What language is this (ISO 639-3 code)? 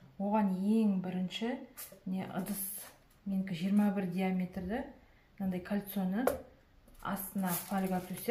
kaz